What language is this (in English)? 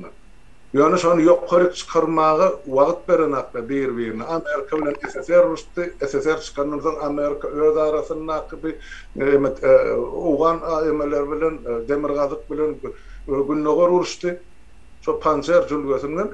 Turkmen